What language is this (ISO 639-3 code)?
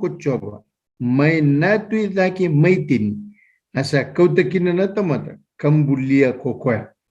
fij